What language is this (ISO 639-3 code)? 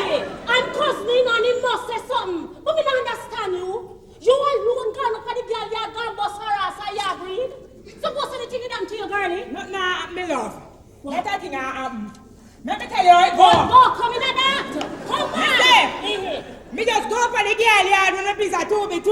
jam